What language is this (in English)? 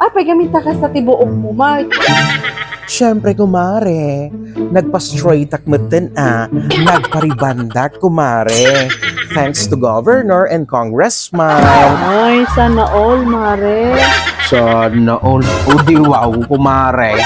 Iloko